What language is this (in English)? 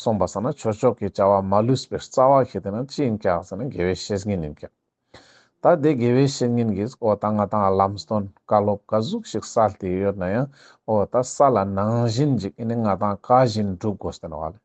Ladakhi